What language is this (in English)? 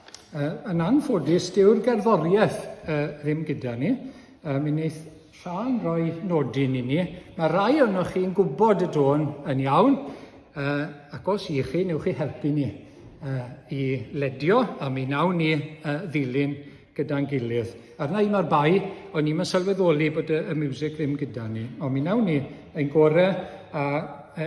Welsh